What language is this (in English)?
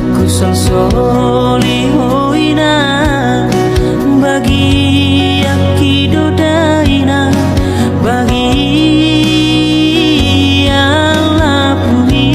Batak Toba